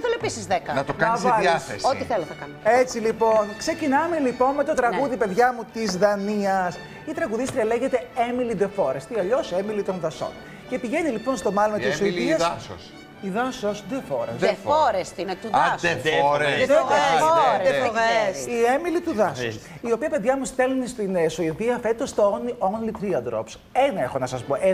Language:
Greek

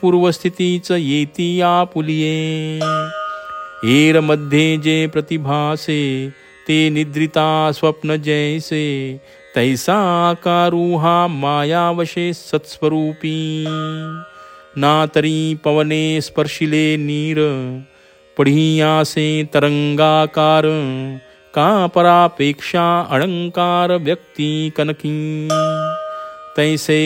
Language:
Marathi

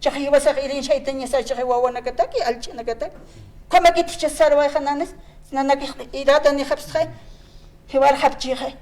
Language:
Aymara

